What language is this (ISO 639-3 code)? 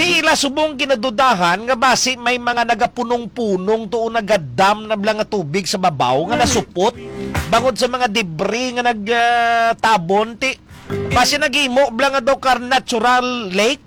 hil